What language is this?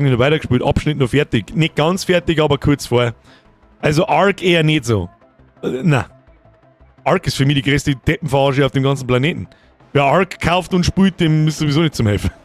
Bavarian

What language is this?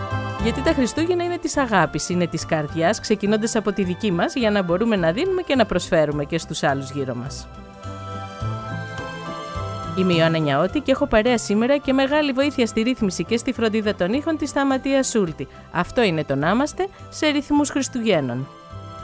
Greek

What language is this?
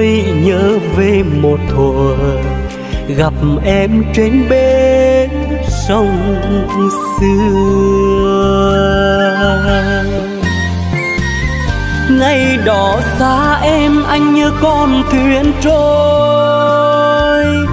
Vietnamese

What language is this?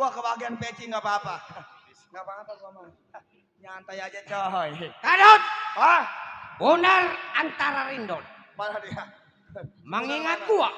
Betawi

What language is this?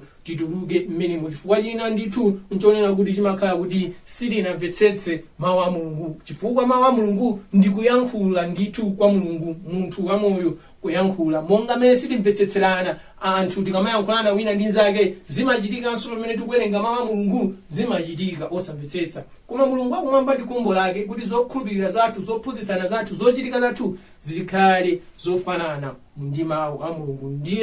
Nyanja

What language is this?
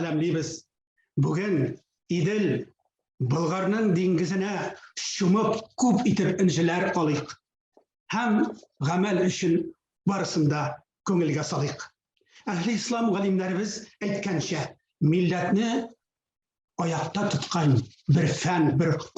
Tatar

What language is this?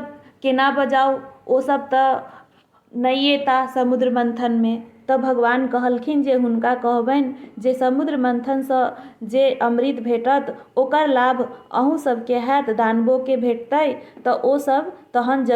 Maithili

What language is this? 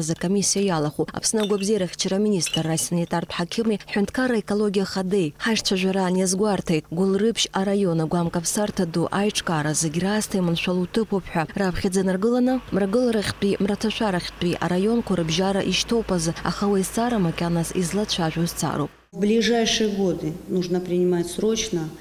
Abkhazian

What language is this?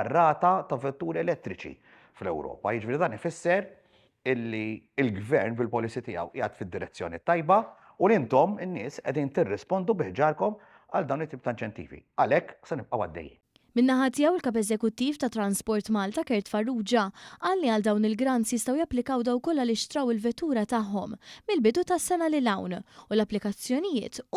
Maltese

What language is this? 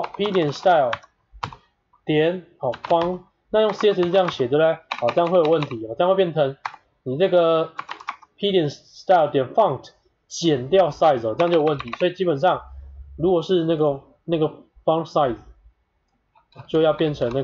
Chinese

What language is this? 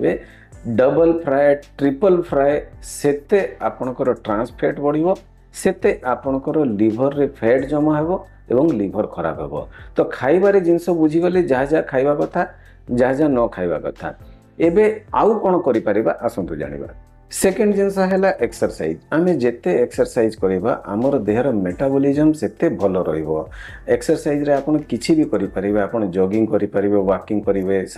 Odia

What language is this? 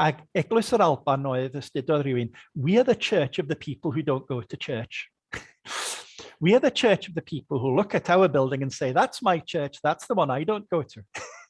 Welsh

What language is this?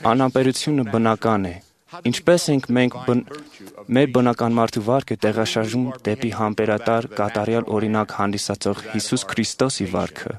Armenian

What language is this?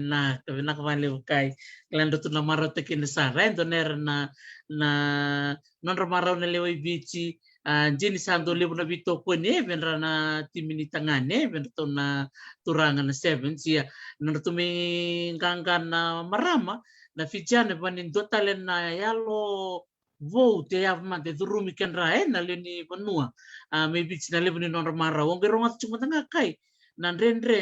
Fijian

